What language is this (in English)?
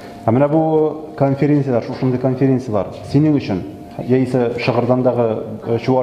Tatar